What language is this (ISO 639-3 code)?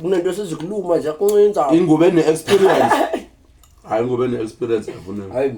zul